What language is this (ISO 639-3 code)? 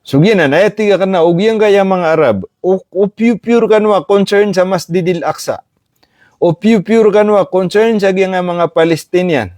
mrw